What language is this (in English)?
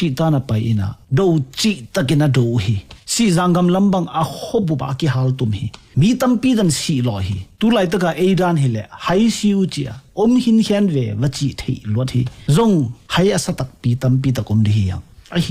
Tedim Chin